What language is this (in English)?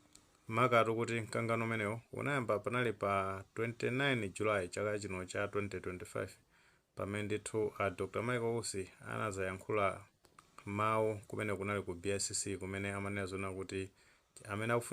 Nyanja